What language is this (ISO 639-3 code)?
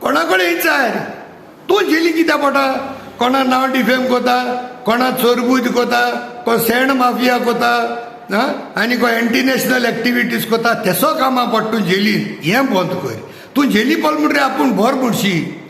kok